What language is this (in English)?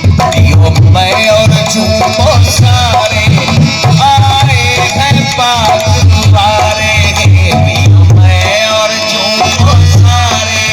Saraiki